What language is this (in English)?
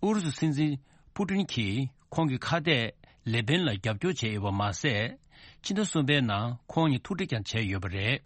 Tibetan